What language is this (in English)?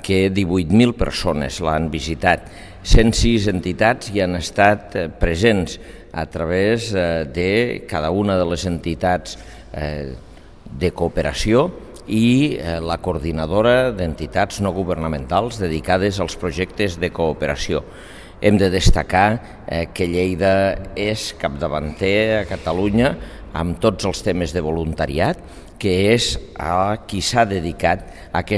Catalan